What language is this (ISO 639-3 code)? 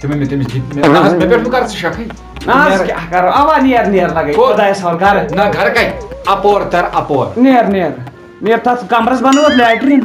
kas